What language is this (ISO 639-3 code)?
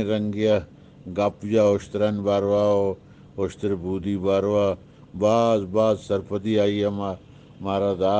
bgp